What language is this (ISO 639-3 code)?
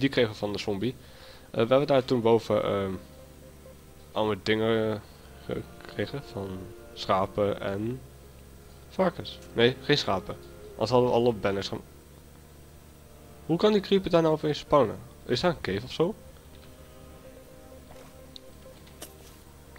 nld